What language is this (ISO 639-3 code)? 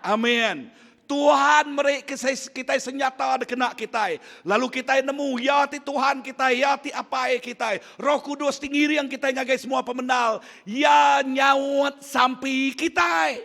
iba